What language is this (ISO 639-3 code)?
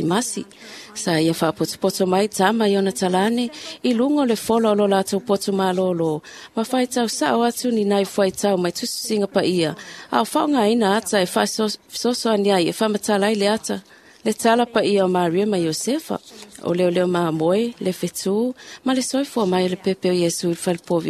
smo